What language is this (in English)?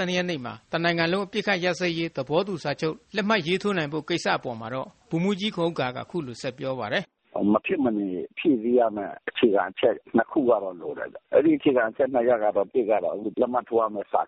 Burmese